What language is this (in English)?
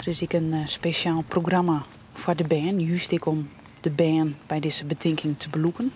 Western Frisian